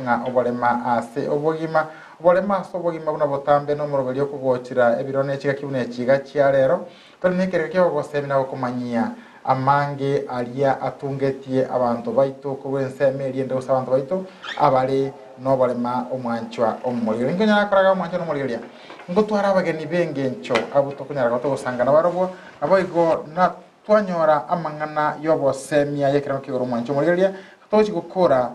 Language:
Gusii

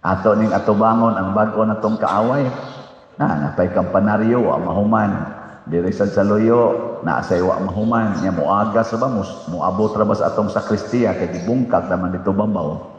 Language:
Cebuano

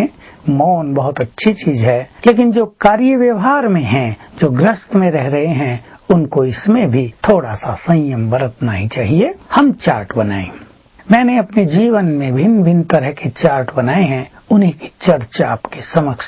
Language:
Hindi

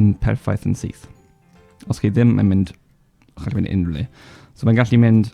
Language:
Welsh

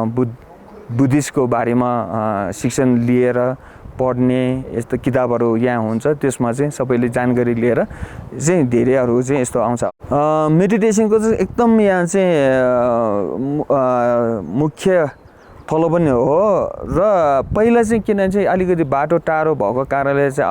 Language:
Nepali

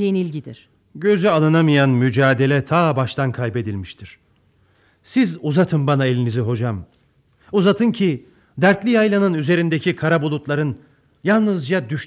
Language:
Turkish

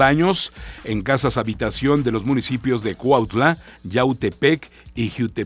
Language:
Spanish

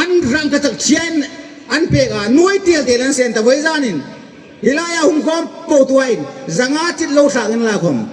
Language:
Hmar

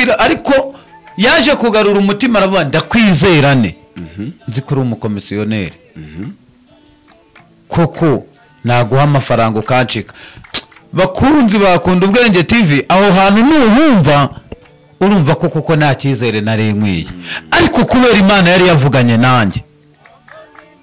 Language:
Kinyarwanda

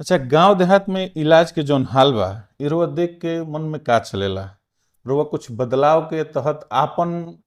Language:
Bhojpuri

